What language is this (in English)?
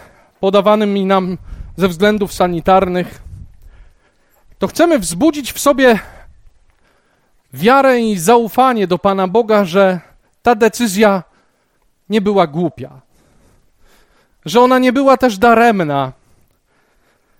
Polish